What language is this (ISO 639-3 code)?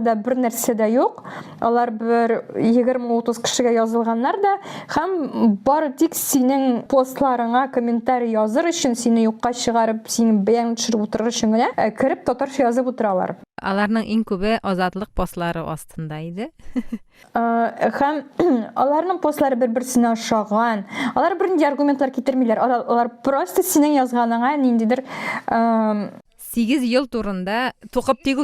tat